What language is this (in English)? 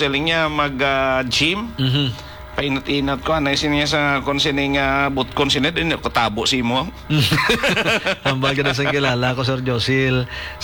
Hiligaynon